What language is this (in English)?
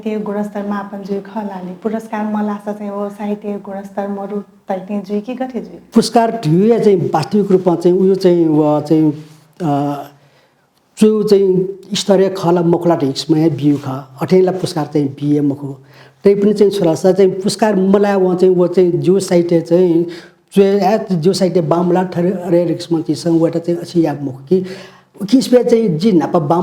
Newari